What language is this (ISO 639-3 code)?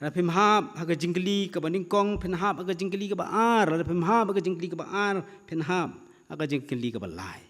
kha